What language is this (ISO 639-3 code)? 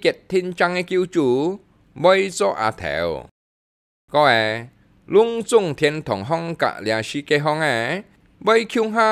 hak